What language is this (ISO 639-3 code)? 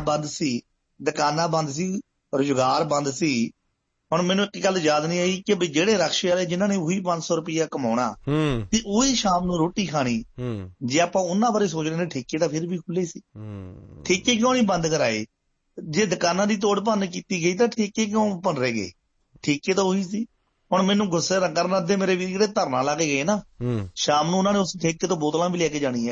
pan